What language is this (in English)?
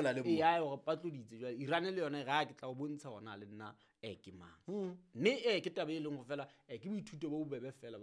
Southern Sotho